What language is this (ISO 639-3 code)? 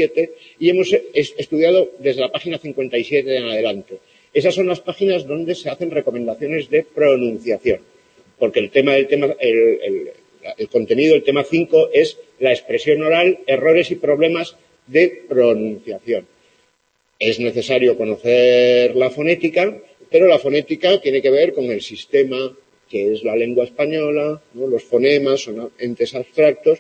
spa